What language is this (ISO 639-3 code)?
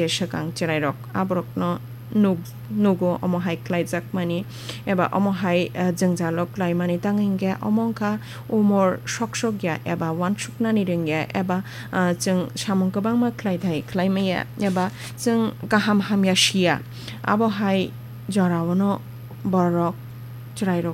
trp